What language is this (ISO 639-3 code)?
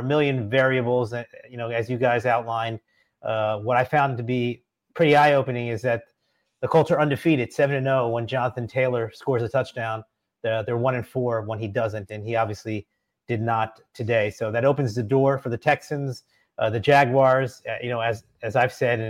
eng